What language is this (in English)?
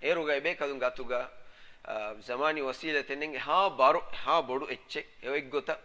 Divehi